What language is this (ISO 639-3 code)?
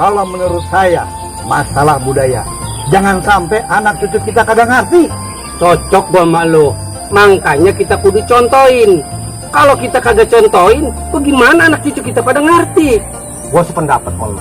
bew